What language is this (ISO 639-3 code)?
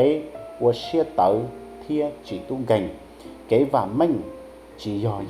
hmn